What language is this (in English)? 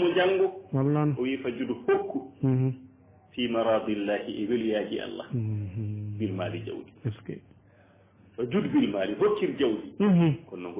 Fula